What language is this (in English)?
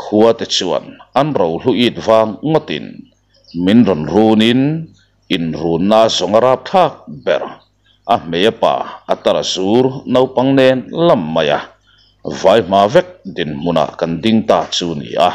Mizo